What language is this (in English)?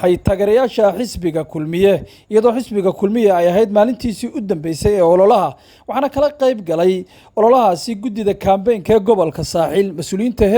Somali